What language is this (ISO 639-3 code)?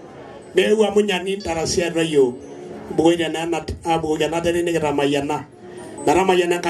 mas